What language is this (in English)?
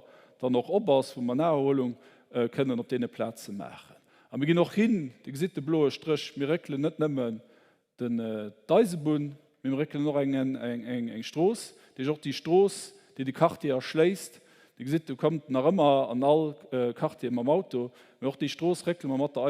Luxembourgish